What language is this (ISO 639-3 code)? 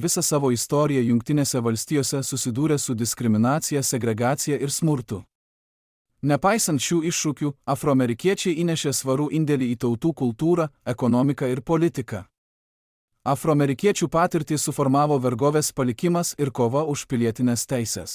lit